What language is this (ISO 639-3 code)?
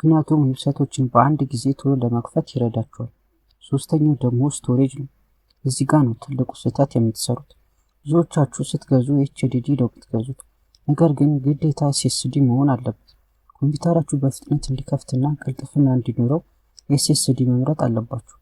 amh